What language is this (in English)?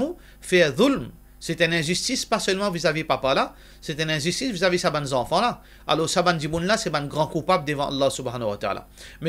Morisyen